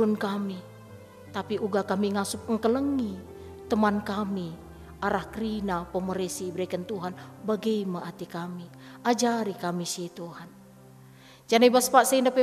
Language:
Batak Karo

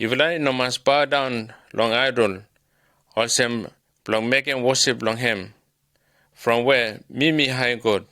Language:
Bislama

